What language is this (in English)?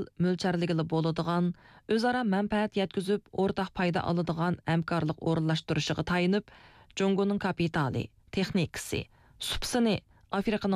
Uyghur